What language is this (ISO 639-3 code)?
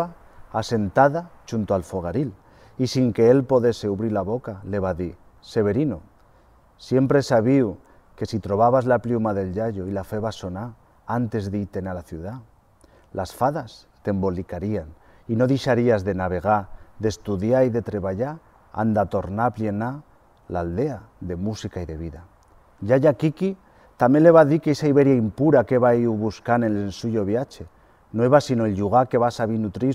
arg